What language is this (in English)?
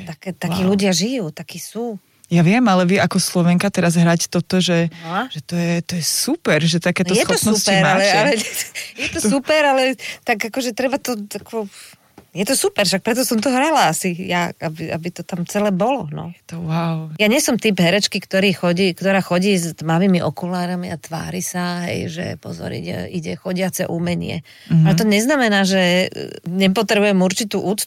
Slovak